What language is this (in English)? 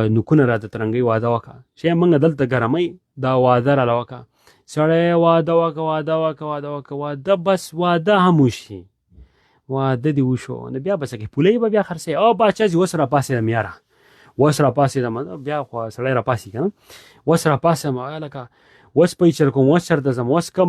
Pashto